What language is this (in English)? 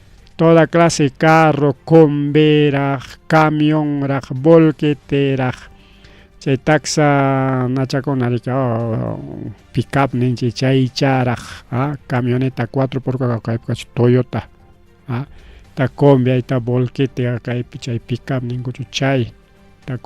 Ayacucho Quechua